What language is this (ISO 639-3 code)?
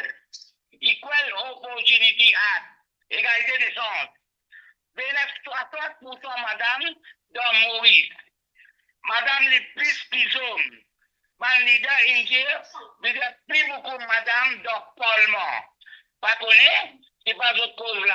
mfe